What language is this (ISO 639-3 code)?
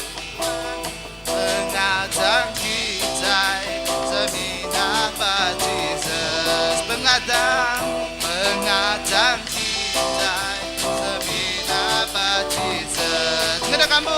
iba